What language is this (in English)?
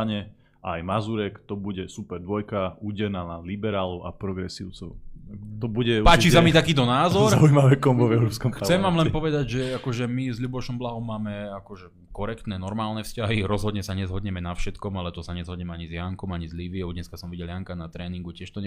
Slovak